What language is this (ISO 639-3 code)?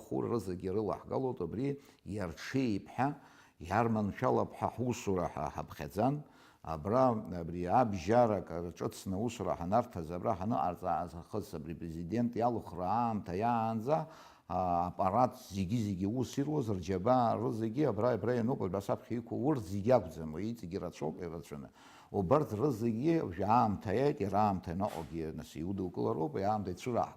abk